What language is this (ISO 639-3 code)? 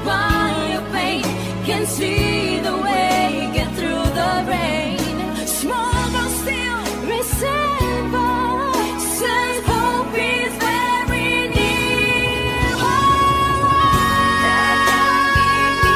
eng